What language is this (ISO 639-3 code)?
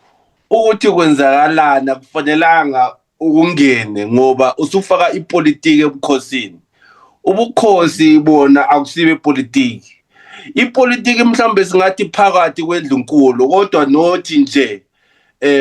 zul